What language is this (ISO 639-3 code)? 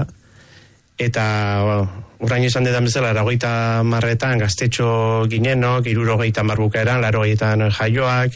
eus